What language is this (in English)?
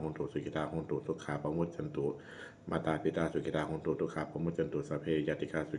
Pali